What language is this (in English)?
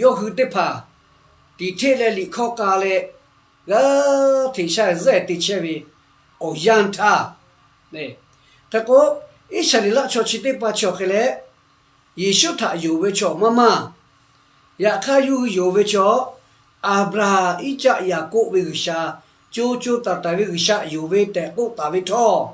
Lahu